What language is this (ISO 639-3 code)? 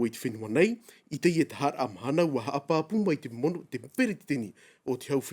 tah